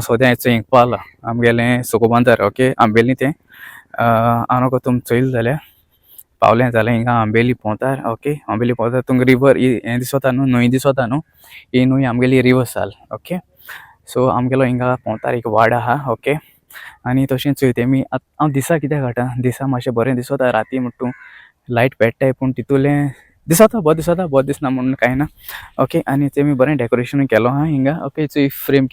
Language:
Konkani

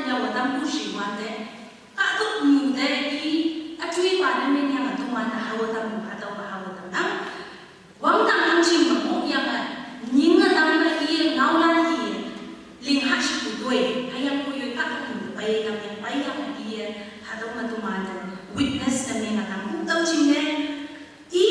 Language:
Konyak Naga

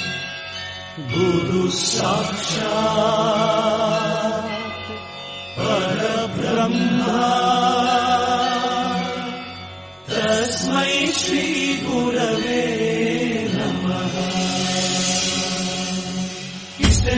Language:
Kannada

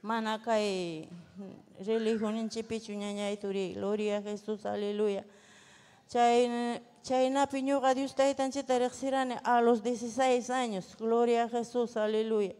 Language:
Ayacucho Quechua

